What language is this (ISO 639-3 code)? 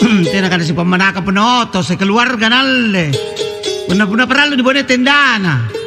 mak